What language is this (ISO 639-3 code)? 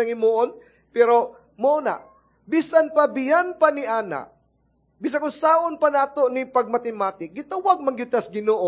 ceb